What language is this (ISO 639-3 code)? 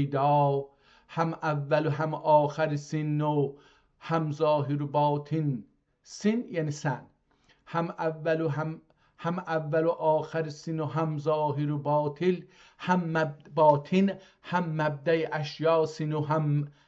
azb